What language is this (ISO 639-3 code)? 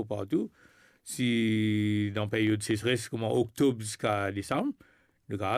mfe